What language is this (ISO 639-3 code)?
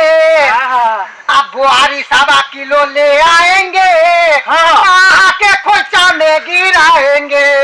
mai